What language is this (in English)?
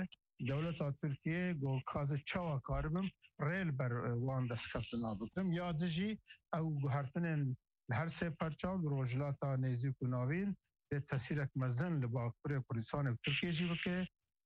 Kurdish